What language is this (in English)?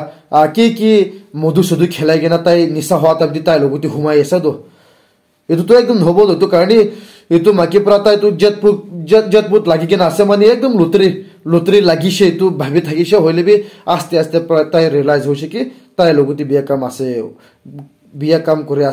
Naga Pidgin